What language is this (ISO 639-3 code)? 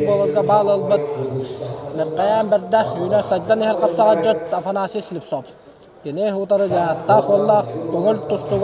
sah